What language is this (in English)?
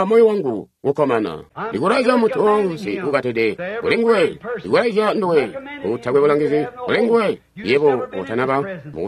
Tonga (Zambia)